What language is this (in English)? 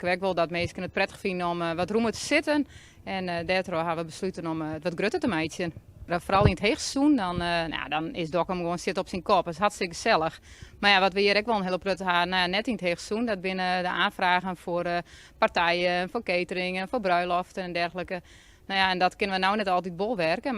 Western Frisian